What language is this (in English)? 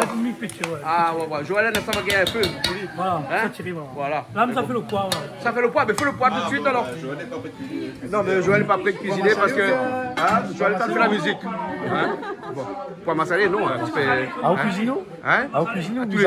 Réunion Creole French